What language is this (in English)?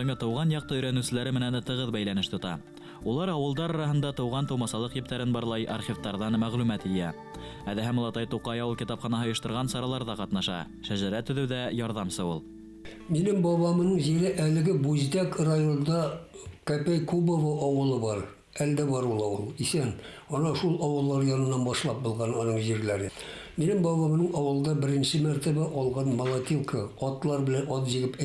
Bashkir